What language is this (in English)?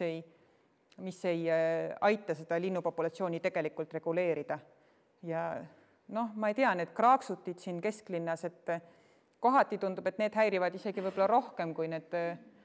Estonian